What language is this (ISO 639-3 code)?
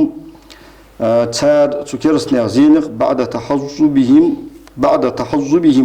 inh